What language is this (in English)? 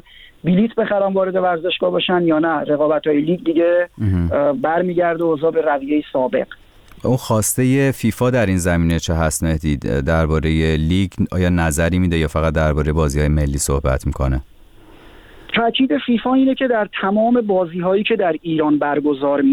Persian